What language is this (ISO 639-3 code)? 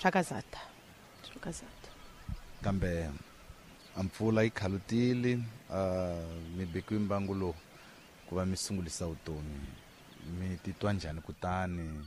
tso